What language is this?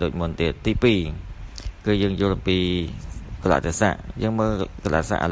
Khmer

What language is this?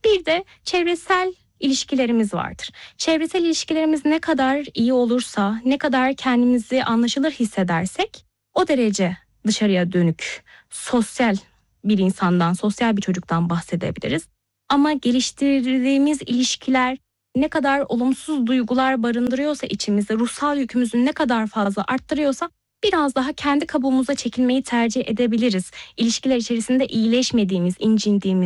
Turkish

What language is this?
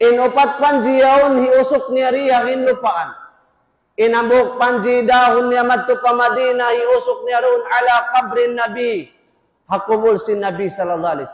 Tausug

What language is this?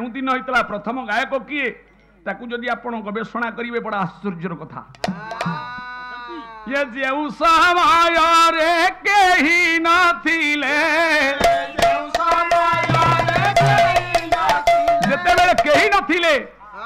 Odia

